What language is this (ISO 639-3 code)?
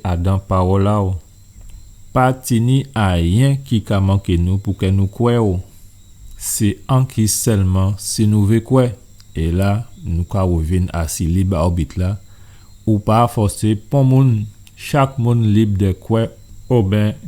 gcf